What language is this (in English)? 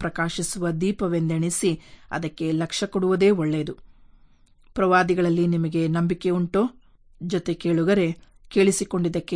Kannada